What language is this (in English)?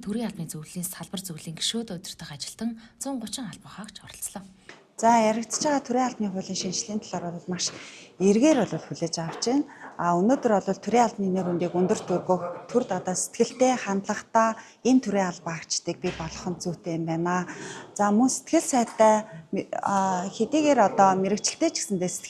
Mongolian